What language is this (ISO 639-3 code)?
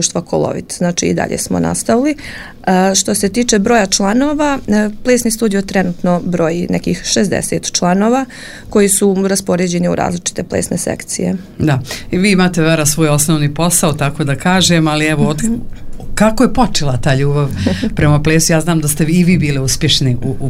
srp